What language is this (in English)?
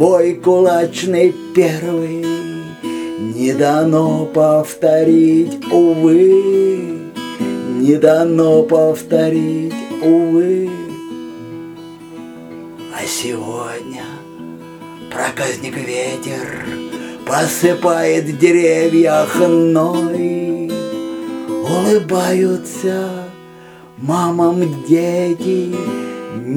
Russian